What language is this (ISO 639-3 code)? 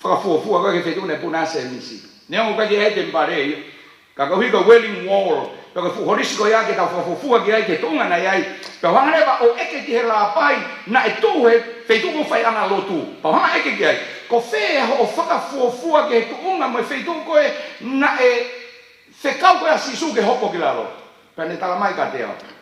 ton